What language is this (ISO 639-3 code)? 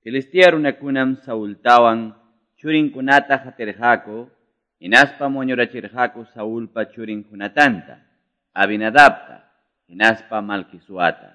quy